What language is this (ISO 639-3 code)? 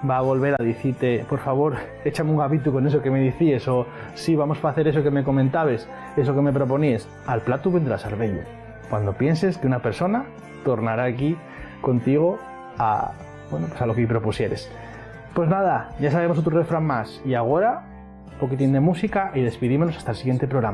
ast